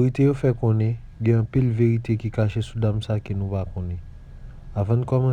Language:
Haitian Creole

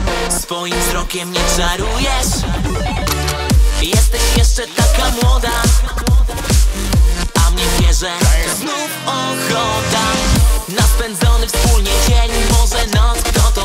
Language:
Polish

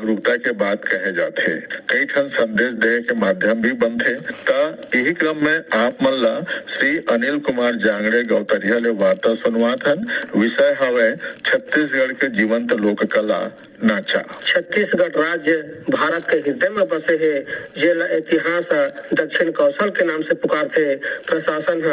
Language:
Chhattisgarhi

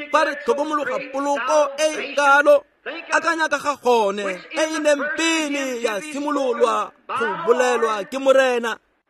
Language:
Tswana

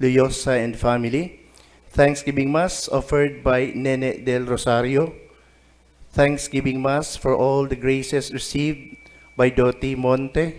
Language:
Bikol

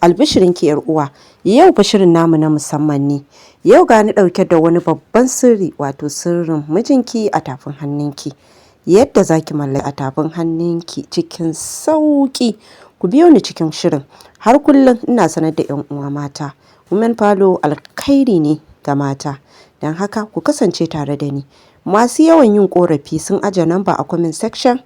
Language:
Hausa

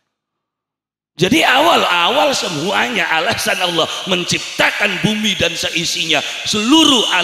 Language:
Javanese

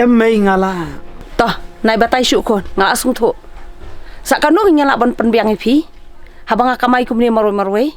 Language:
Khasi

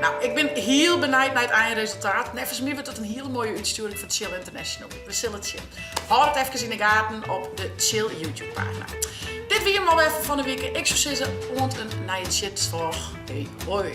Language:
Western Frisian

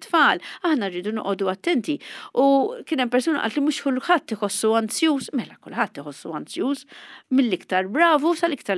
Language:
Maltese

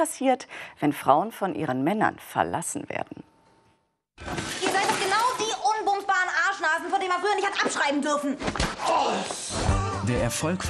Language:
German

